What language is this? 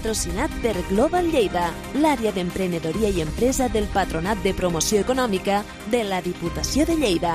Catalan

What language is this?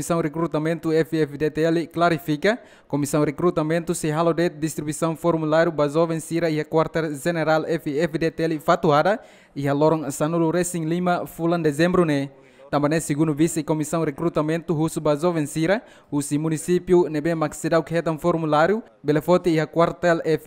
Tetum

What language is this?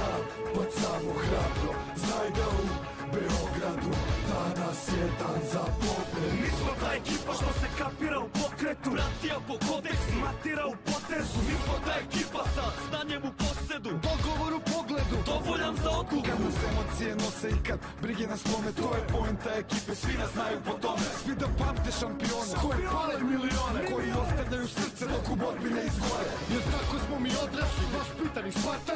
Serbian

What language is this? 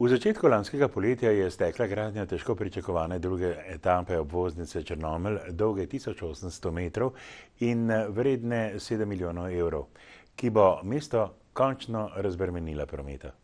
Slovenian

